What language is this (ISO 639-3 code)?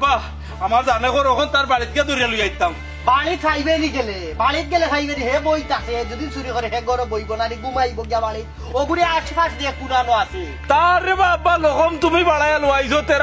syl